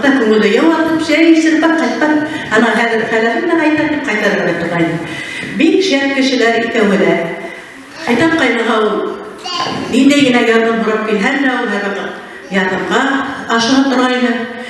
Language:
Bashkir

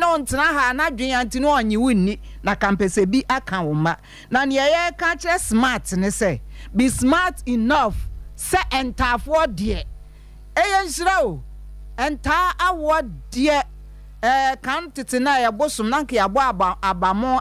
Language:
Akan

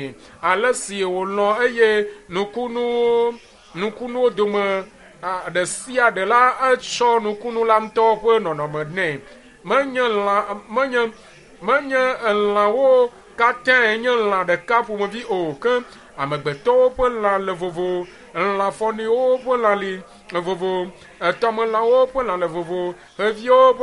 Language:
Ewe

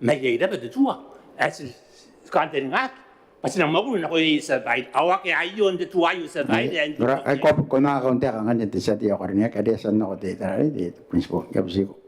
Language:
Gilbertese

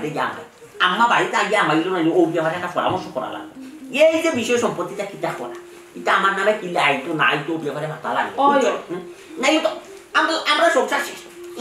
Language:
Sylheti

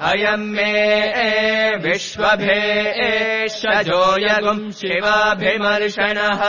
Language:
Sanskrit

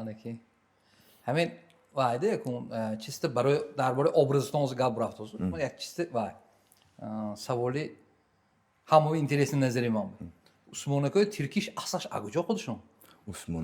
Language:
Tajik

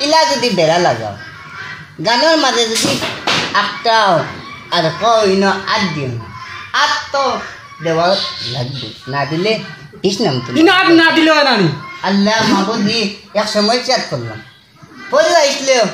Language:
Sylheti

